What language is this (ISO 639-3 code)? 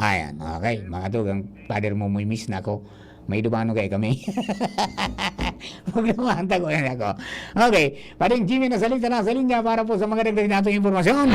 bik